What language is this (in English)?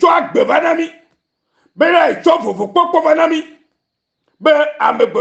Ewe